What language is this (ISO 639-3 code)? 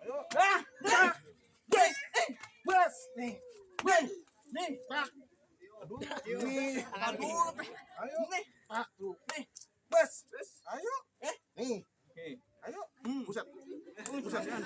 bew